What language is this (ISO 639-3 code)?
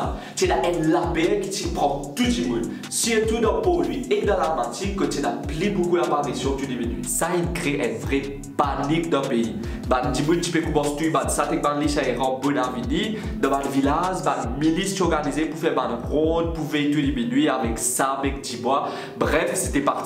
mfe